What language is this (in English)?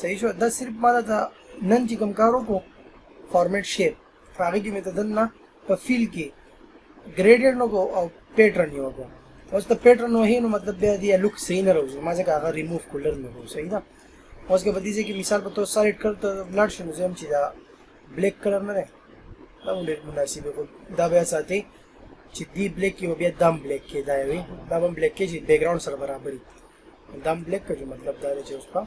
Pashto